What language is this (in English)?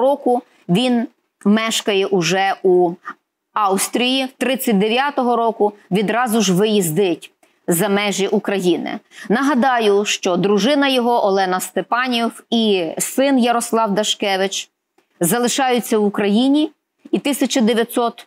Ukrainian